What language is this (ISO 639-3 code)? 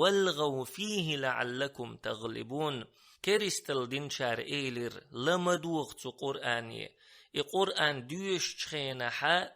che